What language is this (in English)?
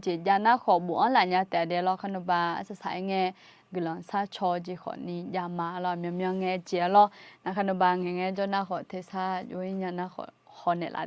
Akha